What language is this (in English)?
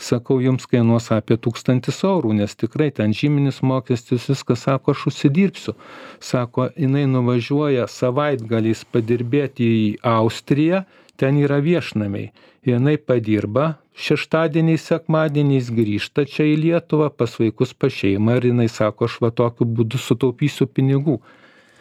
Lithuanian